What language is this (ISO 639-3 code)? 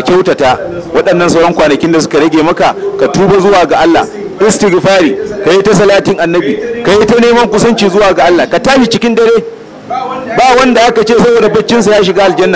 hau